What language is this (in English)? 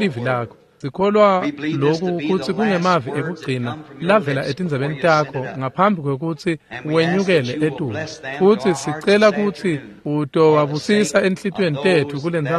Swati